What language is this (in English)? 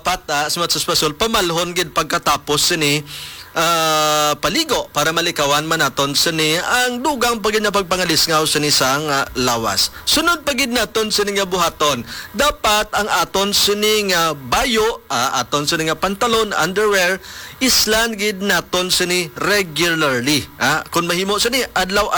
Hiligaynon